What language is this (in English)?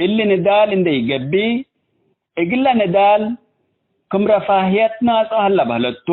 Tigre